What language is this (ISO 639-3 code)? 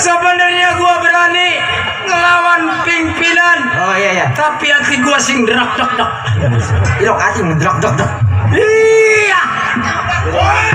bew